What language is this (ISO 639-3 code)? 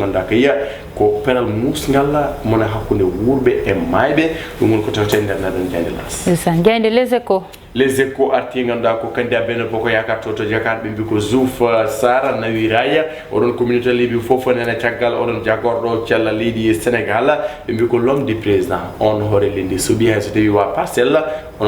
ful